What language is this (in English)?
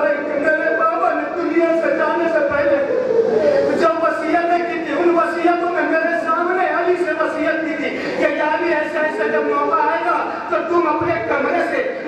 Urdu